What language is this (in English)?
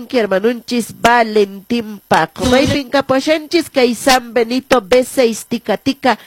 Quechua